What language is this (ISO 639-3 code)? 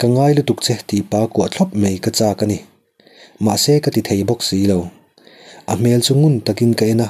lus